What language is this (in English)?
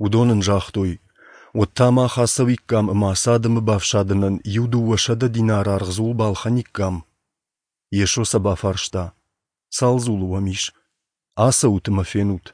Ossetic